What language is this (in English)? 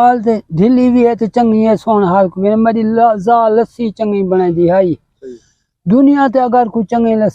Saraiki